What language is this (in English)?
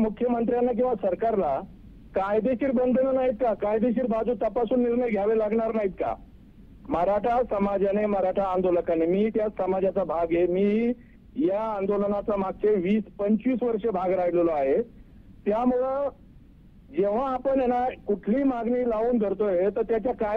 Marathi